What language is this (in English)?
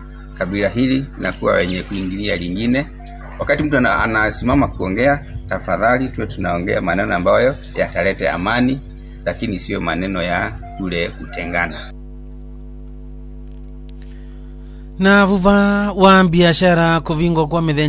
Swahili